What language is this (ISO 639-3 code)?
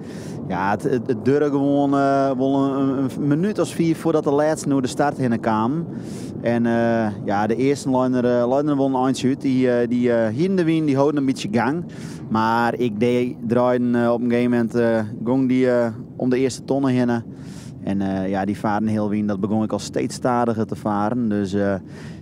fry